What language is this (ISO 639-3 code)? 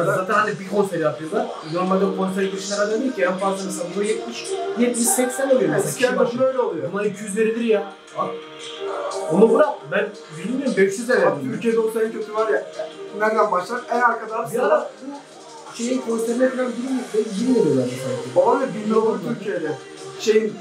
tur